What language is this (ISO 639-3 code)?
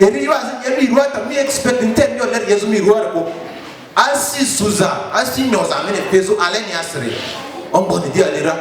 lgg